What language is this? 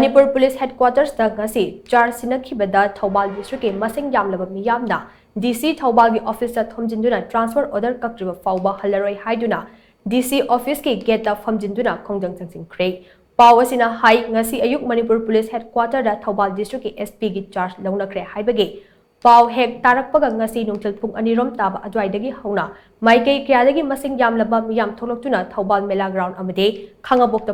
Manipuri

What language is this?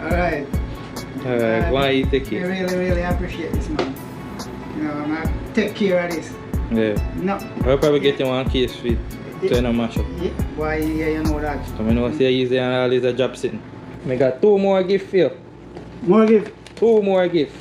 Jamaican Creole English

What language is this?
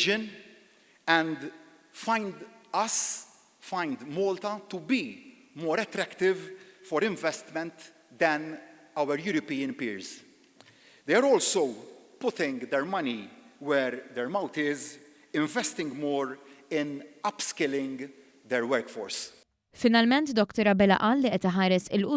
Maltese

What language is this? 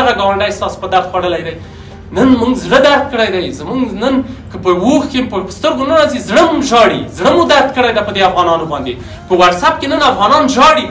Pashto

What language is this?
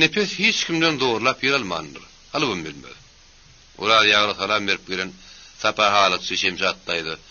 Turkmen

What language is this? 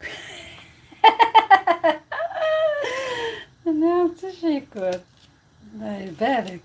Algerian Arabic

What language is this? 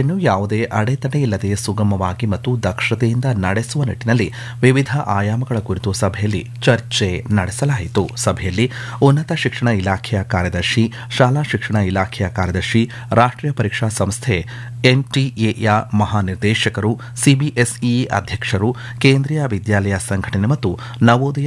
Kannada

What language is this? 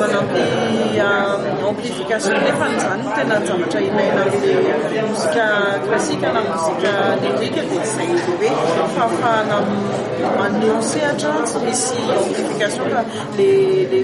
Malagasy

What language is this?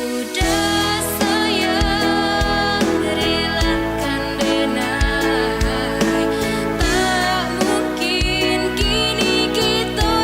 Minangkabau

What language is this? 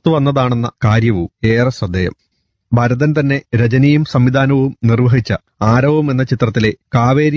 Malayalam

